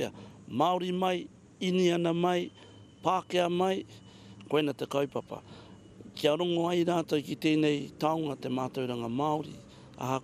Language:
Māori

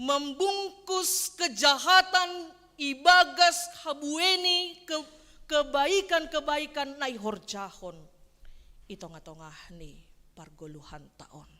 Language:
Batak Simalungun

